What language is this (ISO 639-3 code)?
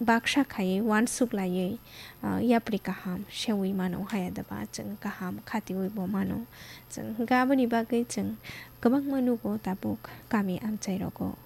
trp